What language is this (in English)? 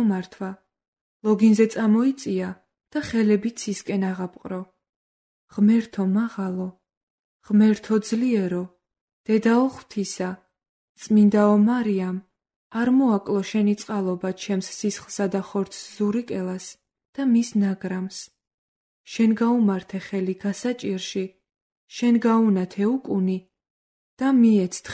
Georgian